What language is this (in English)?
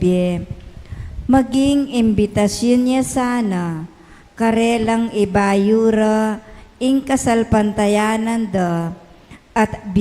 Pampanga